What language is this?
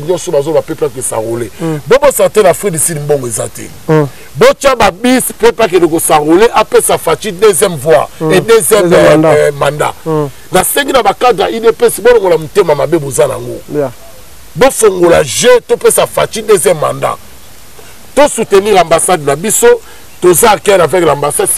Lingala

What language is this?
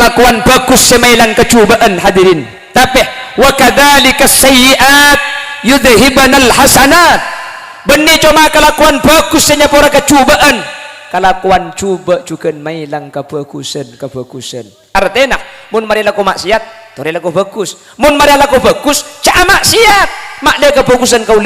Madurese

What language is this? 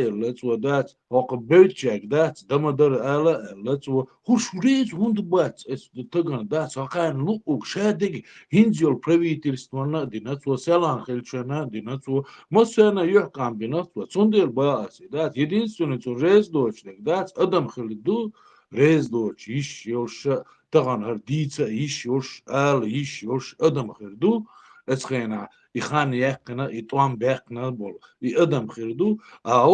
Chechen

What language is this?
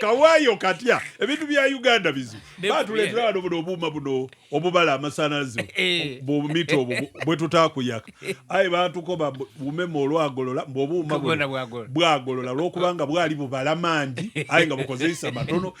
Ganda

